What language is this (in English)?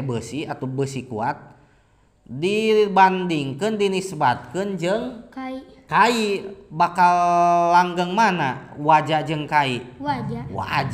Sundanese